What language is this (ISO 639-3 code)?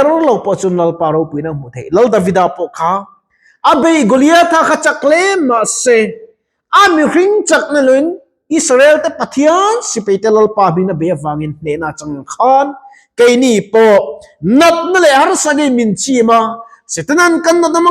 lus